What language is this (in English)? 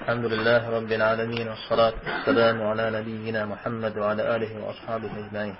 Kabardian